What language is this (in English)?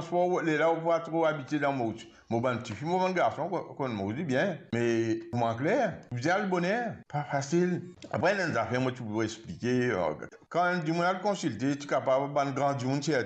Morisyen